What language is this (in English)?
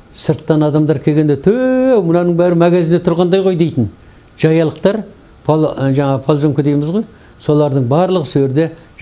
Kazakh